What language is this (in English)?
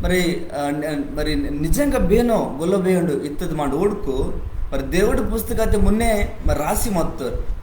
Koya